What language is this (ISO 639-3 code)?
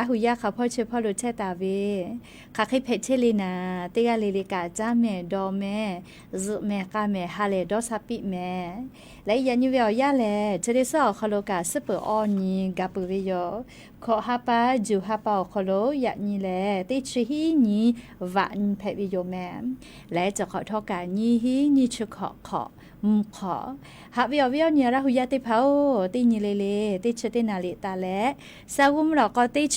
lhu